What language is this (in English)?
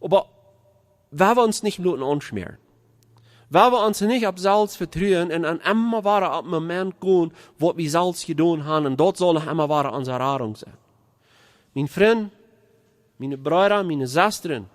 Plautdietsch